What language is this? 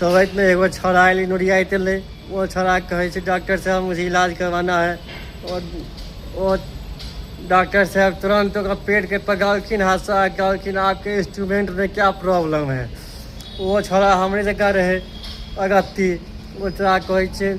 Maithili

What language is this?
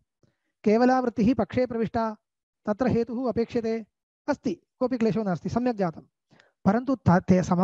Sanskrit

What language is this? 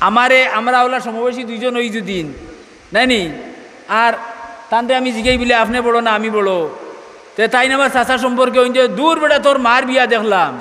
Sylheti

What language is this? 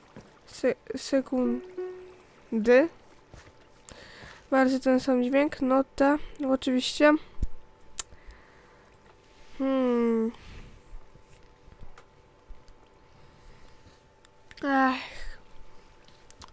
Polish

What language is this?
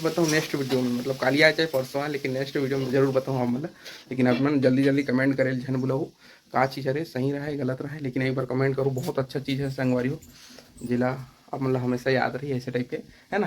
Chhattisgarhi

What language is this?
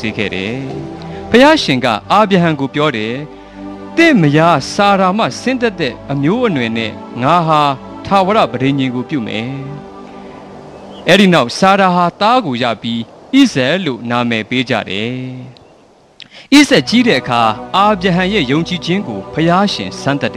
Burmese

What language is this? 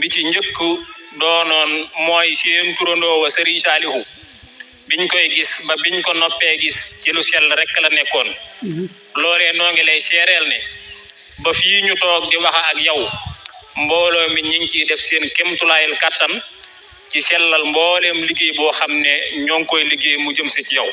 Wolof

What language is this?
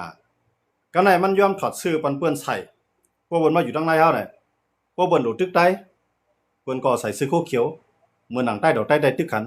Shan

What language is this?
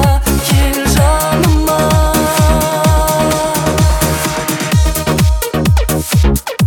Kazakh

